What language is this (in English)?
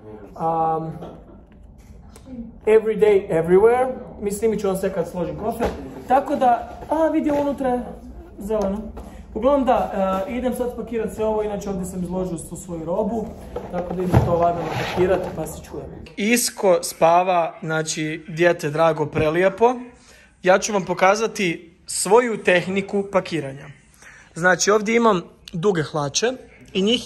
Croatian